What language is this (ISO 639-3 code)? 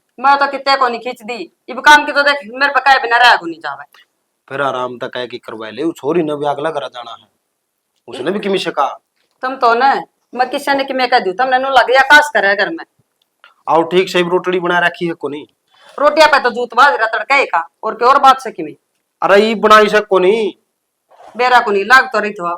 bgc